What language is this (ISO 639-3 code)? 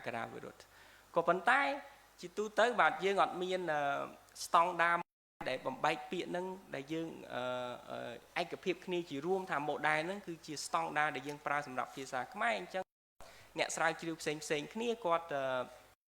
khm